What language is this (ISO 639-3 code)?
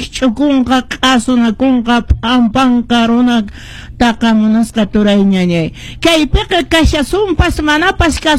que